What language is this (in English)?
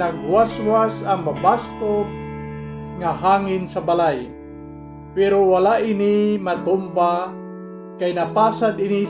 Hiligaynon